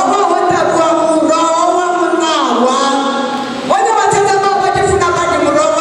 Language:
Venda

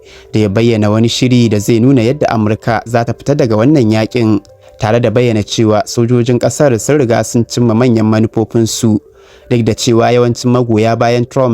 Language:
Hausa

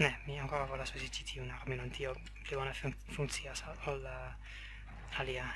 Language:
Esperanto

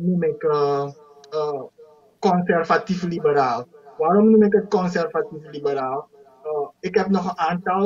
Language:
Dutch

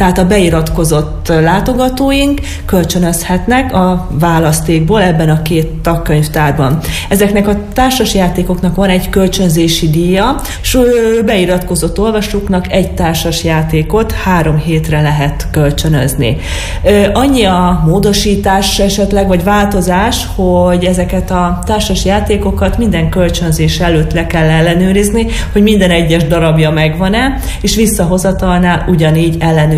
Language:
Hungarian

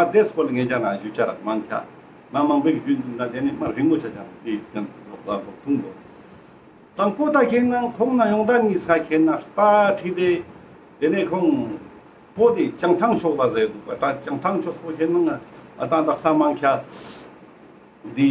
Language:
Ladakhi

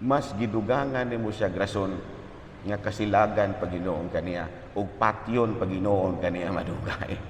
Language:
Cebuano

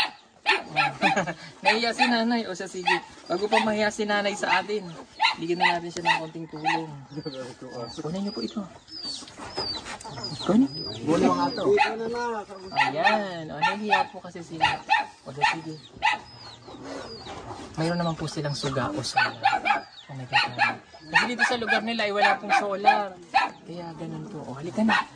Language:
Filipino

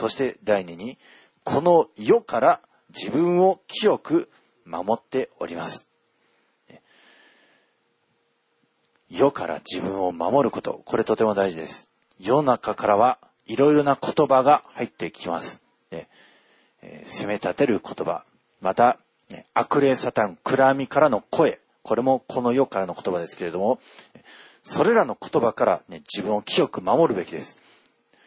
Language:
Japanese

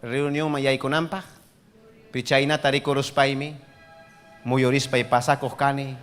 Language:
Ayacucho Quechua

